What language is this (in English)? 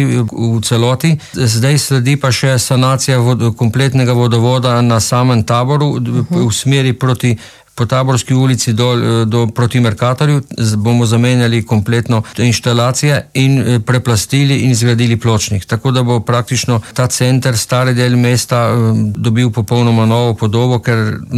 Slovenian